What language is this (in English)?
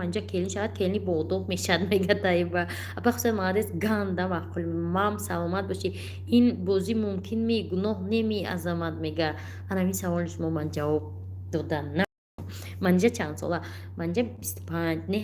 Tajik